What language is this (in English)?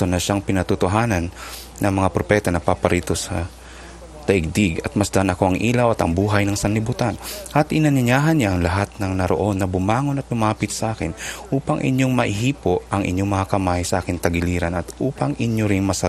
Filipino